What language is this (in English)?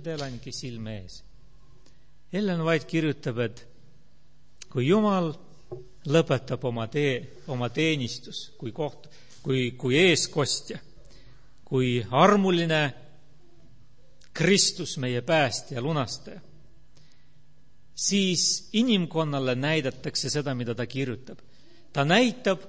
Estonian